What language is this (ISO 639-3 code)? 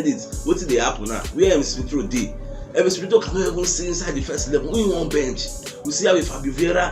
pcm